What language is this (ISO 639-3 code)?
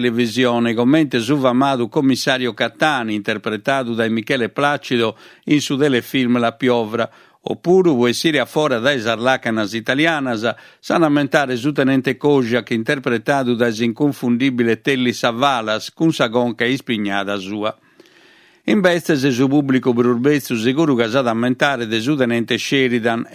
srd